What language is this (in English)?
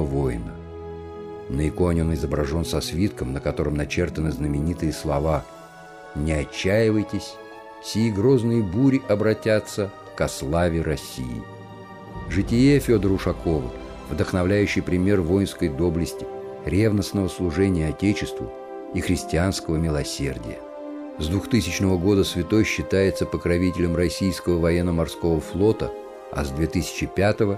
Russian